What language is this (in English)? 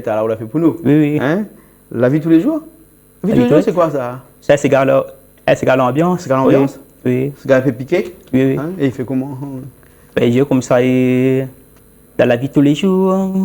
Réunion Creole French